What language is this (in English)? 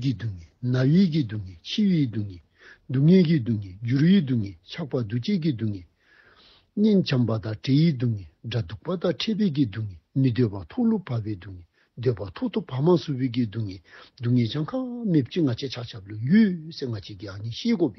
Dzongkha